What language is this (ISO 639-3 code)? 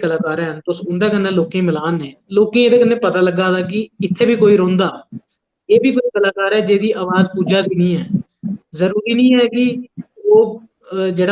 doi